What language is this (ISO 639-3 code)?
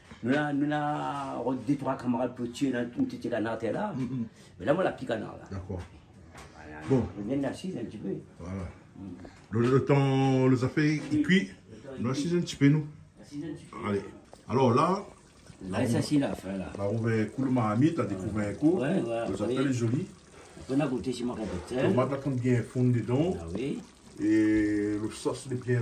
rcf